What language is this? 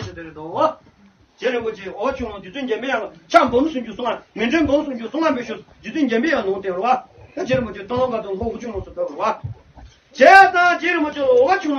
Tibetan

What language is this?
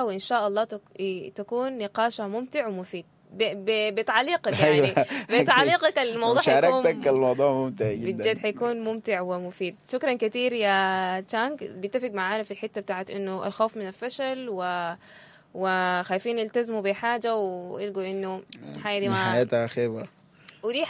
Sudanese Arabic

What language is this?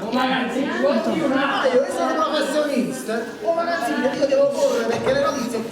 Neapolitan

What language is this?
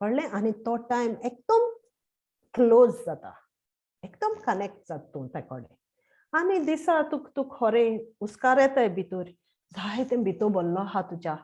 Konkani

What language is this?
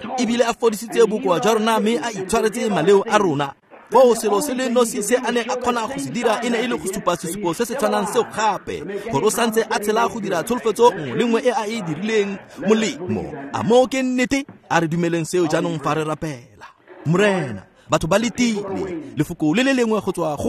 Tswana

